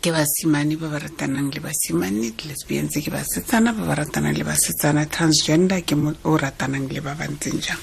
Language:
Tswana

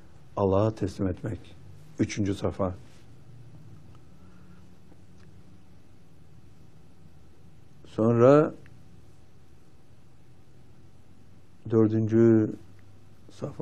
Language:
Turkish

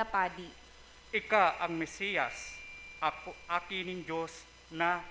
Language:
Bikol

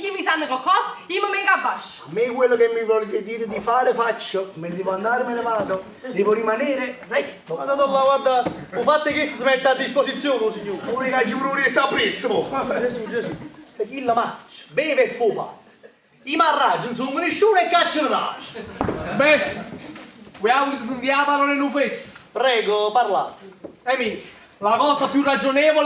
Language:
Neapolitan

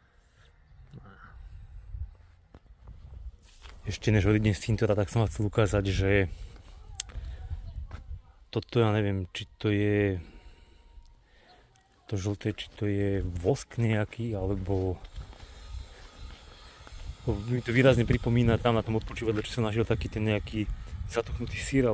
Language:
Slovak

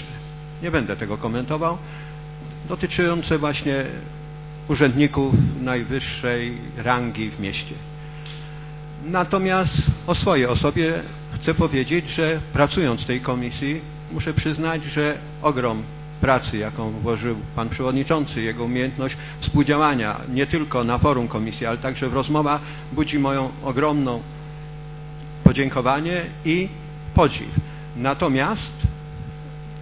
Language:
Polish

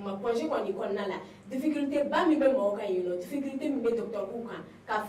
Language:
Bambara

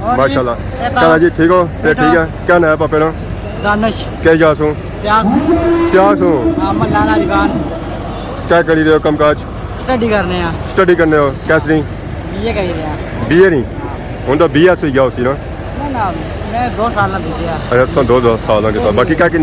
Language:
Pahari-Potwari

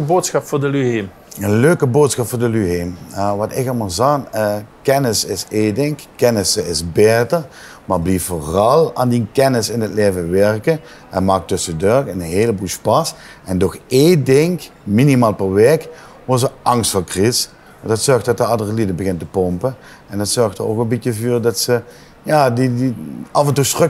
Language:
Limburgish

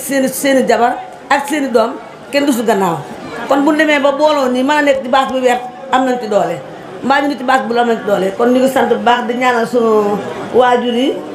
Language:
Wolof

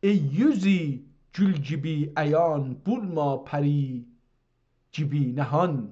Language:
South Azerbaijani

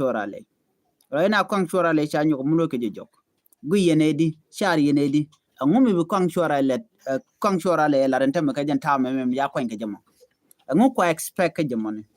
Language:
Nuer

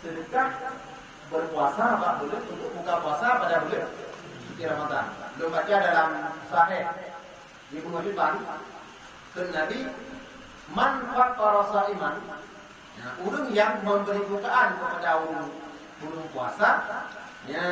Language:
Achinese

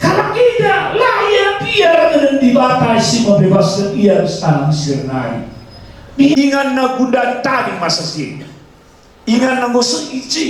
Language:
Batak Karo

